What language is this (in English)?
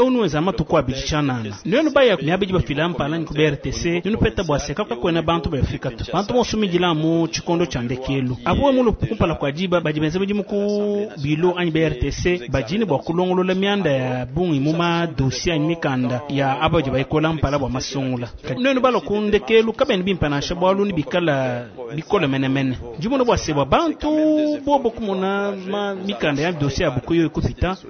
Luba-Lulua